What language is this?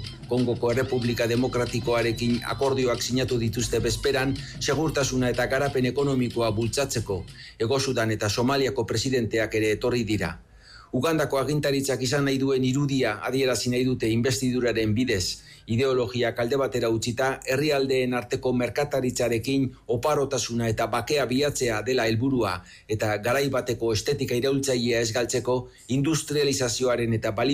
Basque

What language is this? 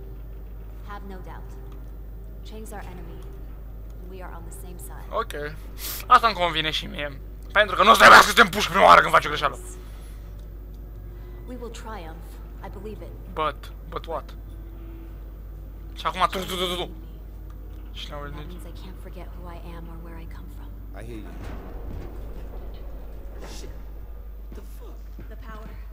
Romanian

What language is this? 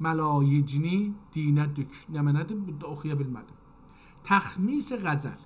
South Azerbaijani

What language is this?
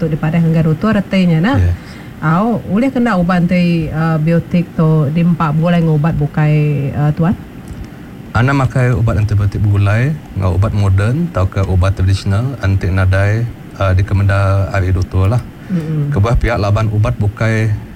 Iban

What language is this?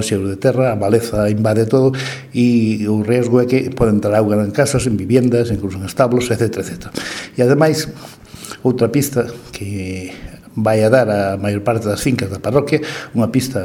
Galician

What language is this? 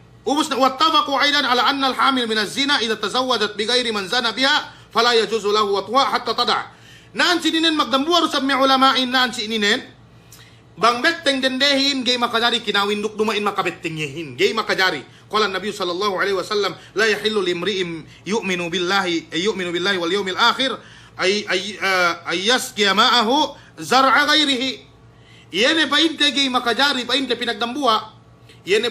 Yakan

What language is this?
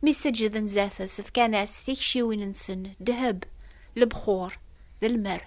Kabyle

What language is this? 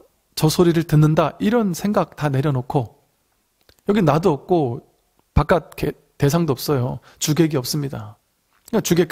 Korean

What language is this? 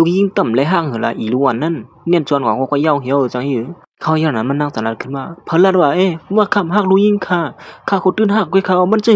Shan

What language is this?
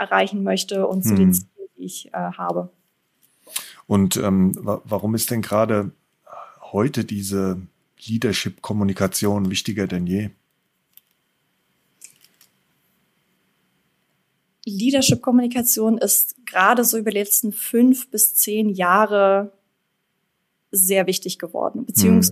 German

